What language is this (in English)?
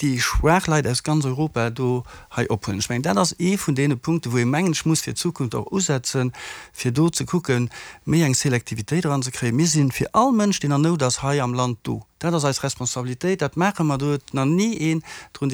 Luxembourgish